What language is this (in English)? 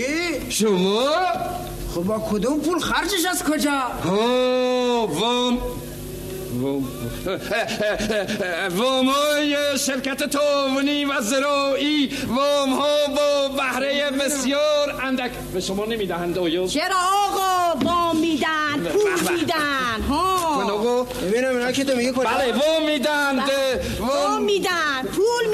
Persian